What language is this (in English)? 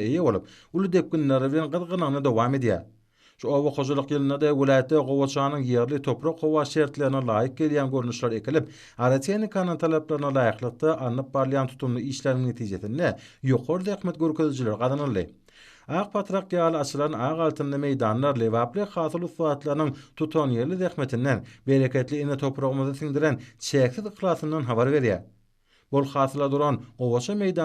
Turkmen